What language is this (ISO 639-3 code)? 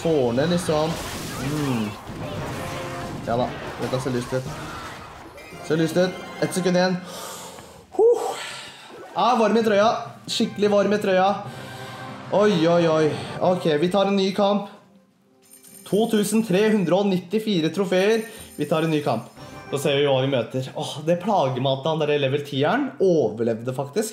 nor